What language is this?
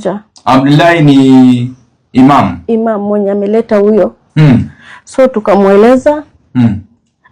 Swahili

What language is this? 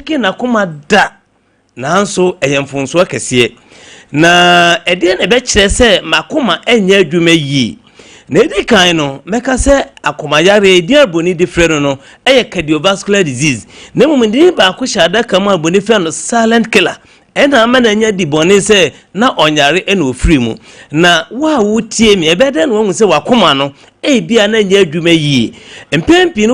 Akan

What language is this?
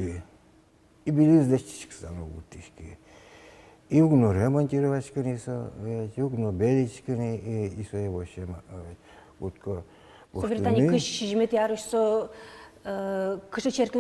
Udmurt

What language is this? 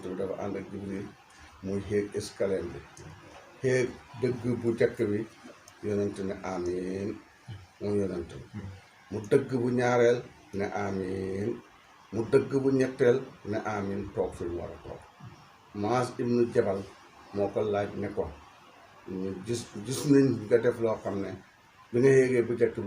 Wolof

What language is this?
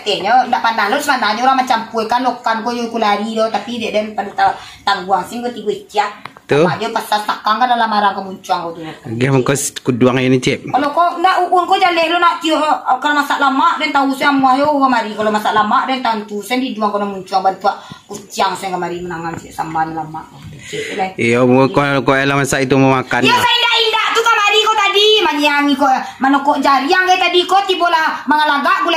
Minangkabau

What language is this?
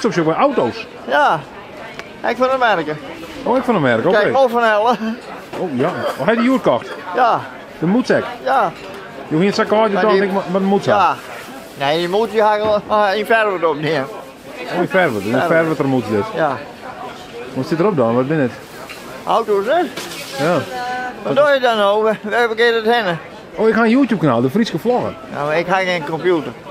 Western Frisian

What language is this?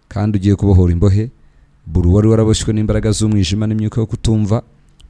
Kinyarwanda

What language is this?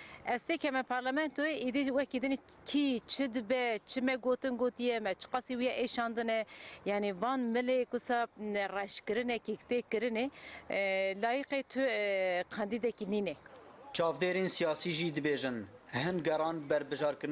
Kurdish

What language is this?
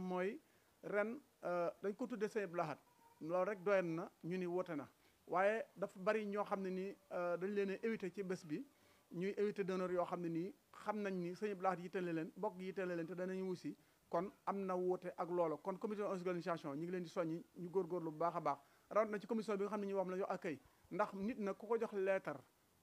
Wolof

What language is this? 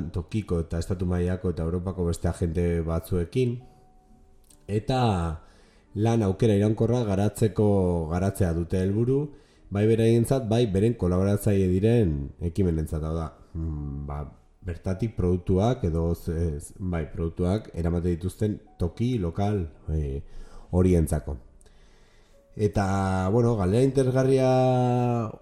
Basque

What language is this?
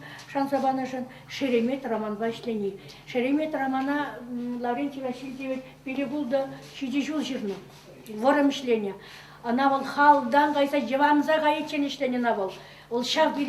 Chuvash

